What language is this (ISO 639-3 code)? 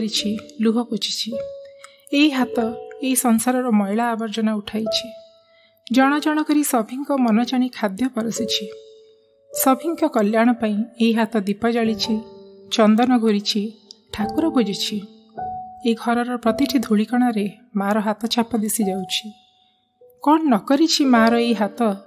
ori